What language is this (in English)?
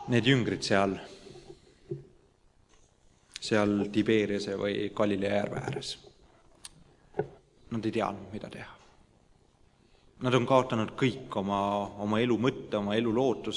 Estonian